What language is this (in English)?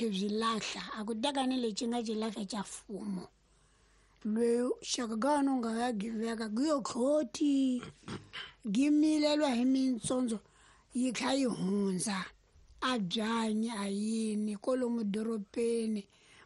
Tsonga